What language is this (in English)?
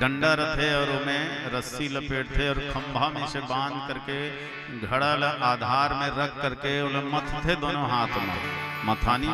Chhattisgarhi